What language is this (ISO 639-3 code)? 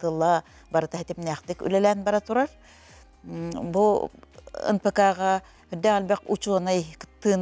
sah